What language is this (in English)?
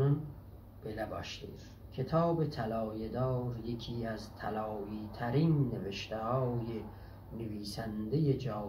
South Azerbaijani